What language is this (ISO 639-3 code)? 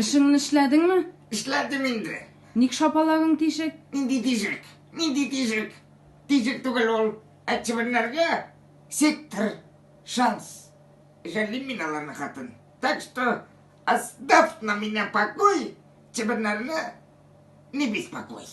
tat